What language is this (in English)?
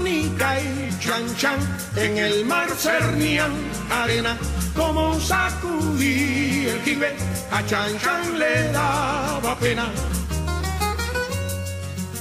Greek